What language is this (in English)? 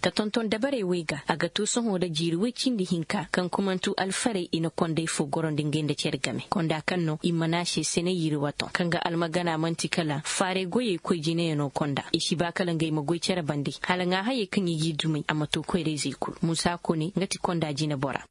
Koyraboro Senni